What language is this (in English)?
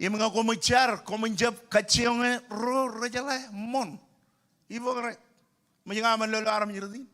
Marshallese